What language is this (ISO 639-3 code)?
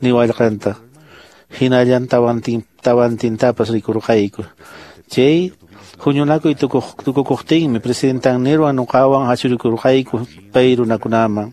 que